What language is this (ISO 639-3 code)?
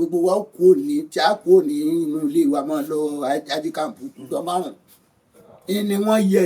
yor